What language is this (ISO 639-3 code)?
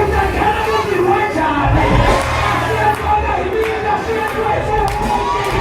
tso